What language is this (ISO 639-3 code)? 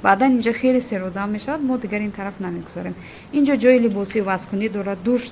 tgk